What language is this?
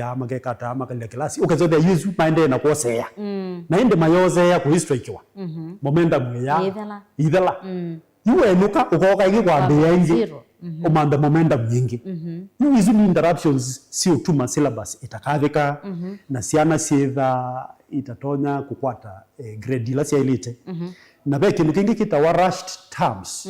Kamba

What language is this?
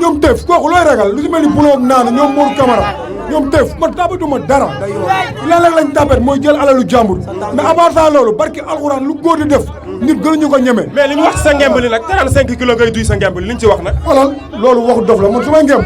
Wolof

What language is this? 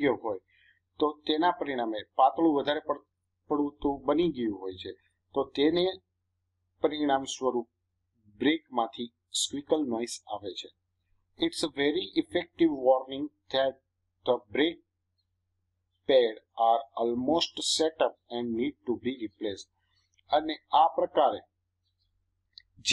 Gujarati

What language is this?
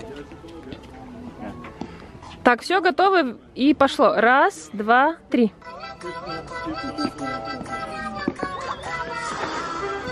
Russian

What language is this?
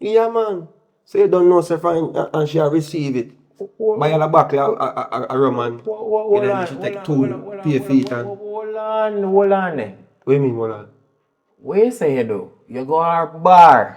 Jamaican Creole English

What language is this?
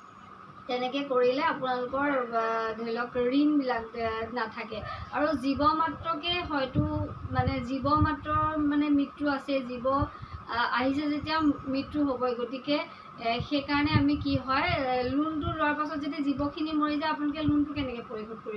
Assamese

